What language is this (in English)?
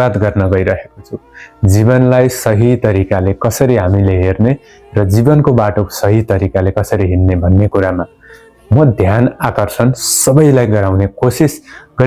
Nepali